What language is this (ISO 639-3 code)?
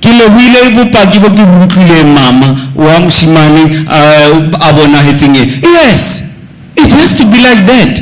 sot